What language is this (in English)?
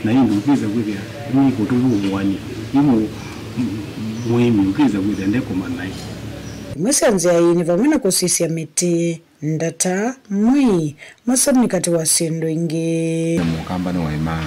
Kamba